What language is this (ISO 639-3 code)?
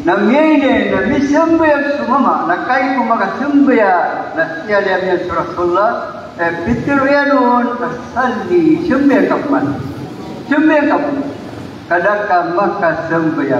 mrw